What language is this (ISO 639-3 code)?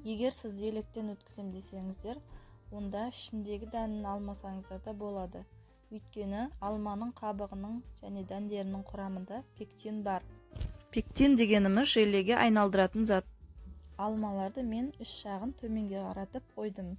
kaz